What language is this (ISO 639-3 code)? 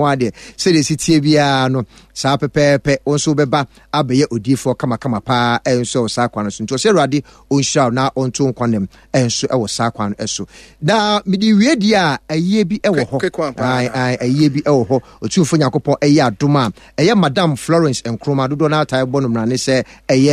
aka